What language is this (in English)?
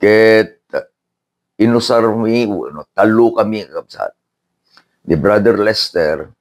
Iloko